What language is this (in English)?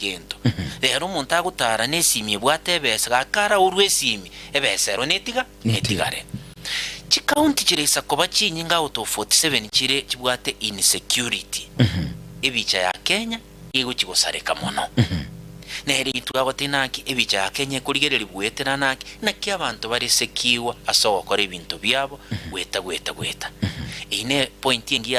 Gusii